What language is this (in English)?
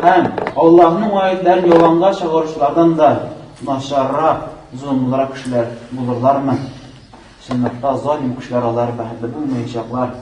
Tatar